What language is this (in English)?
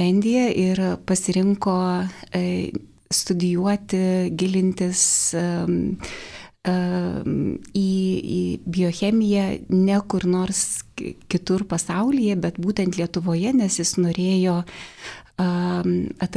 Lithuanian